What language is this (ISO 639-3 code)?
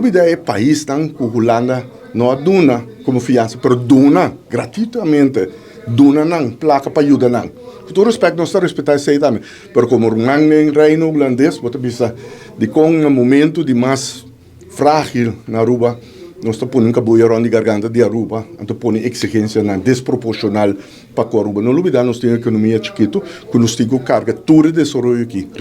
pap